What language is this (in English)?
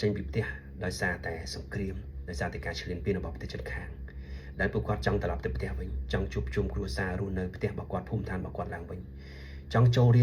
Khmer